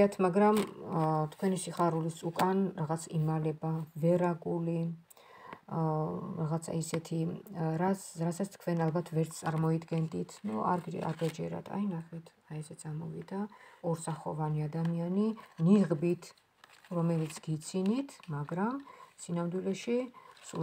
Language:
Georgian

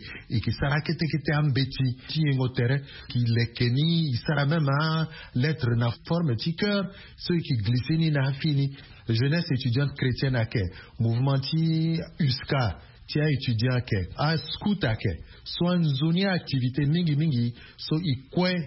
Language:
Sango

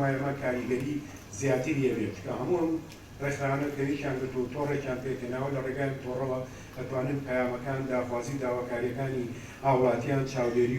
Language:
Central Kurdish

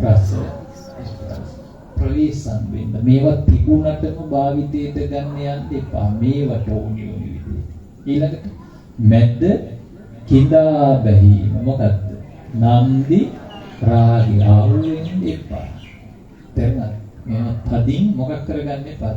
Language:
Sinhala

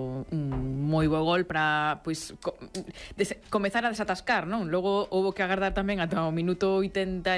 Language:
Galician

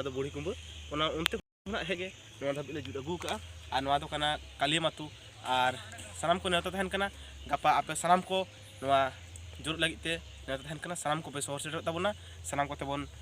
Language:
Santali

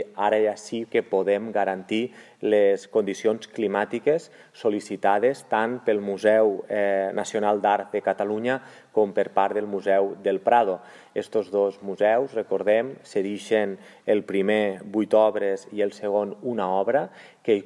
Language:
Catalan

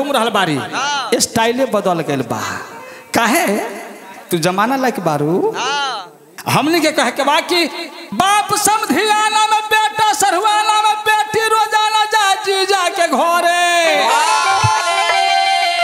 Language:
Bhojpuri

